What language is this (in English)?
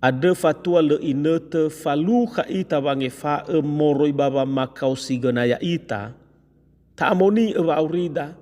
Nias